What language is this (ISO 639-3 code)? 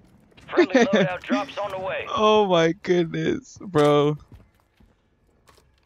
eng